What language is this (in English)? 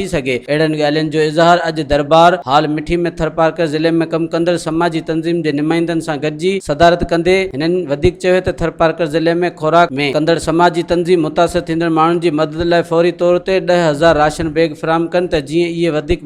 Sindhi